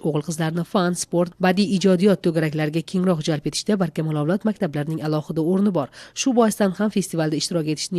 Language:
Uzbek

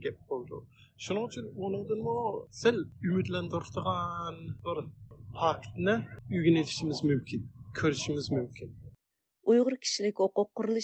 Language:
Uyghur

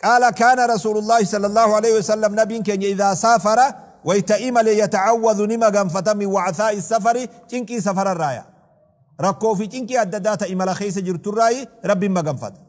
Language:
Oromo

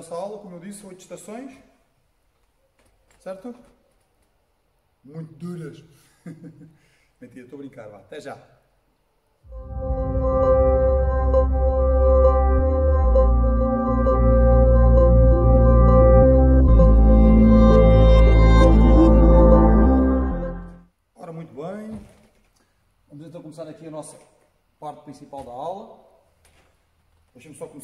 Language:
Portuguese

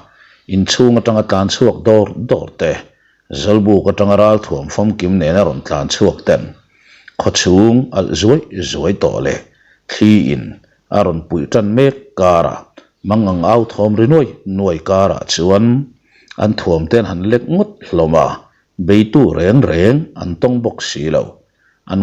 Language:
Mizo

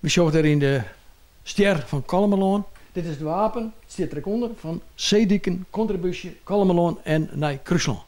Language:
Western Frisian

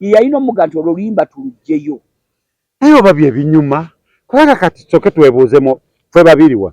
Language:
Ganda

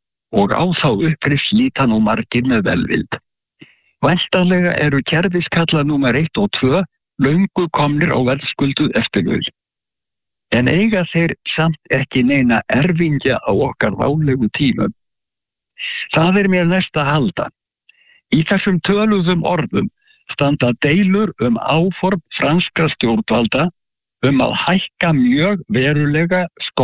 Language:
Icelandic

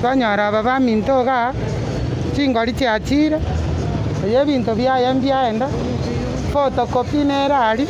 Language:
Gusii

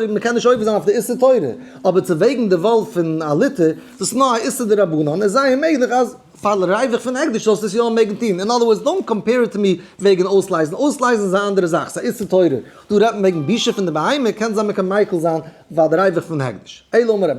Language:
Yiddish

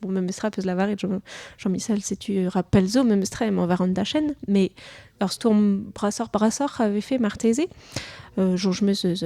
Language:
Breton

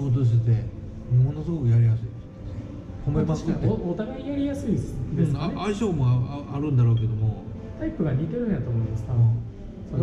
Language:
Japanese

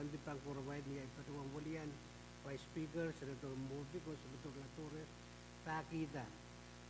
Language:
Pohnpeian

